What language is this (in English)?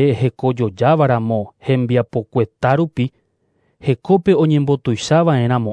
Guarani